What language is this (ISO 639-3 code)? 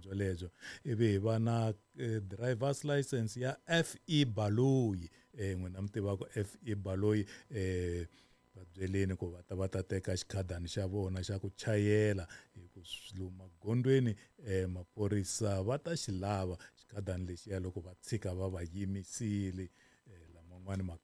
tso